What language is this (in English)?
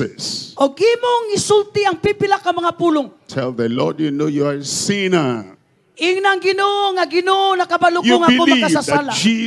Cebuano